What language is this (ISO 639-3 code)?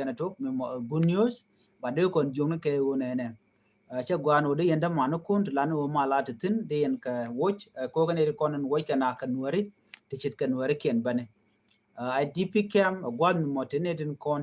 nus